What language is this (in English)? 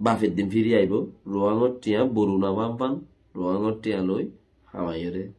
Rohingya